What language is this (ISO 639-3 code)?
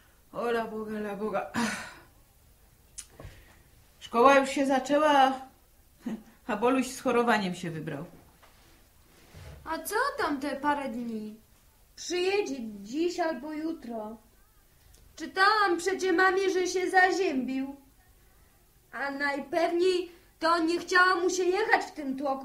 pol